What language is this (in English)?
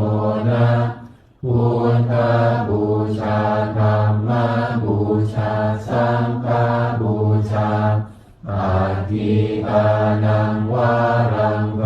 Pali